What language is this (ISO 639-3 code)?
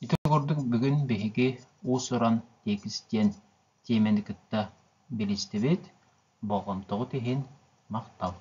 sah